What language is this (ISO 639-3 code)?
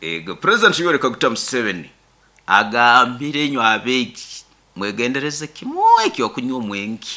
nyo